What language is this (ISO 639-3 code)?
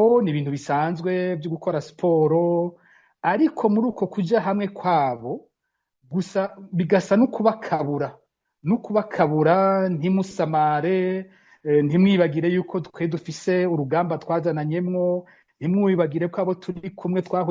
run